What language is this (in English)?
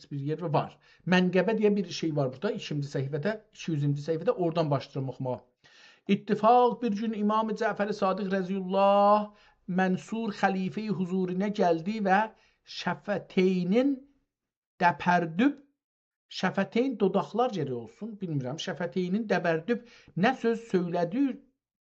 South Azerbaijani